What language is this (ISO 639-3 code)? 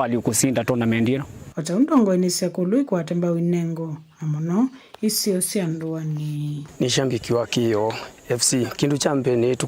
kam